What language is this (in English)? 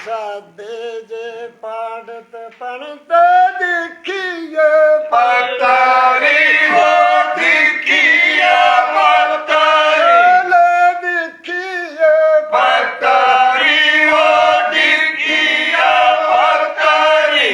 Dogri